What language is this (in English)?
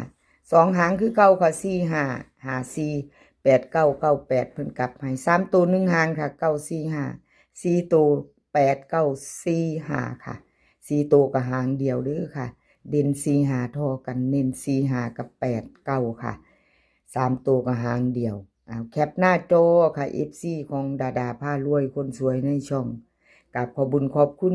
Northeastern Thai